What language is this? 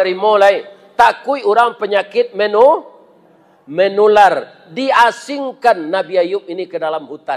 Minangkabau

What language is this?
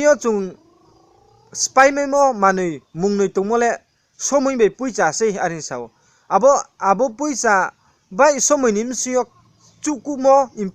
Riang (India)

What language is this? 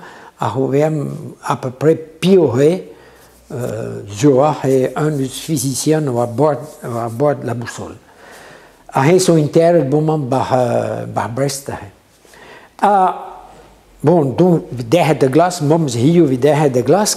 Breton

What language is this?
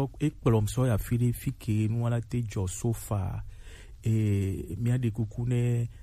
Gen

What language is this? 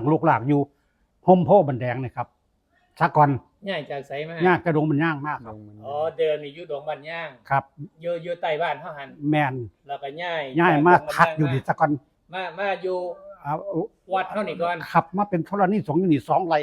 Northeastern Thai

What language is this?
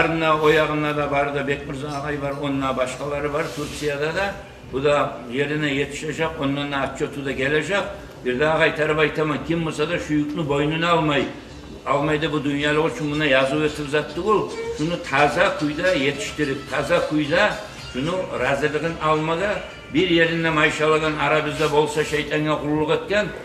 Kumyk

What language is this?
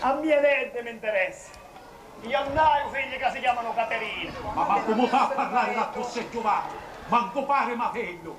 Sicilian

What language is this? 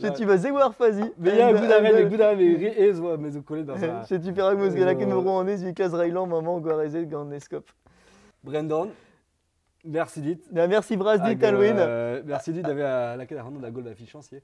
Breton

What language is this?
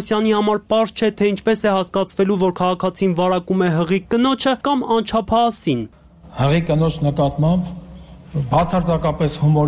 Armenian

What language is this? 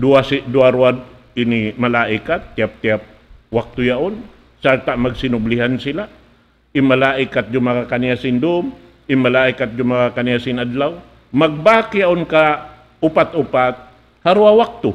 Tausug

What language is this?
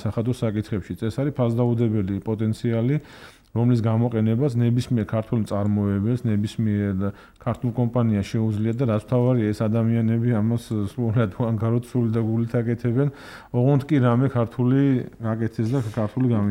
Georgian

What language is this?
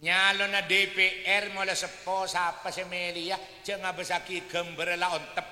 Madurese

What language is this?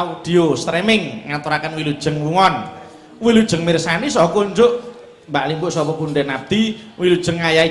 Javanese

